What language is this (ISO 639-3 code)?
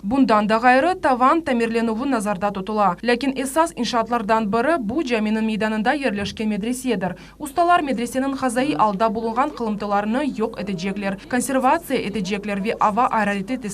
crh